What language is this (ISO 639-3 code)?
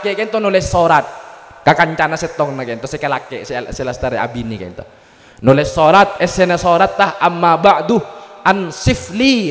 mad